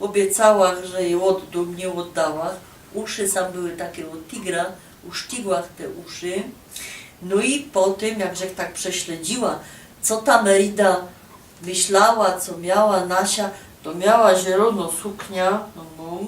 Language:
Silesian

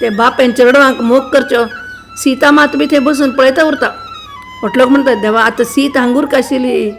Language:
Konkani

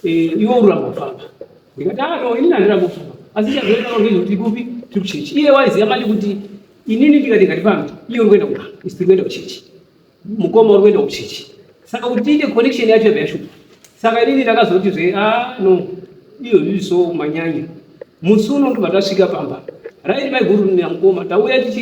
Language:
Shona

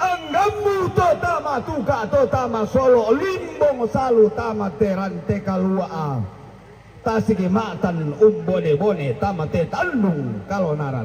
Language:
Toraja-Sa'dan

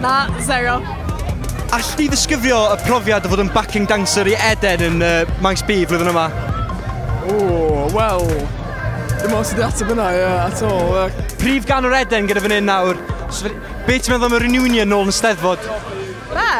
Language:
Welsh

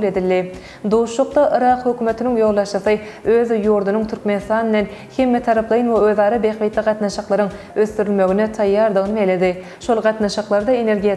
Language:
Turkmen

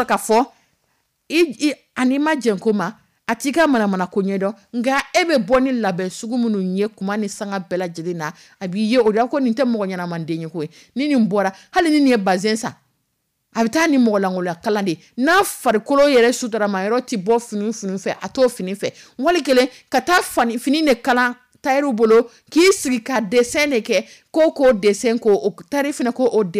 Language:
Dyula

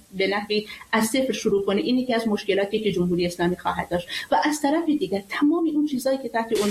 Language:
Persian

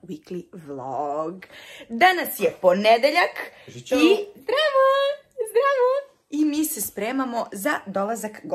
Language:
Serbian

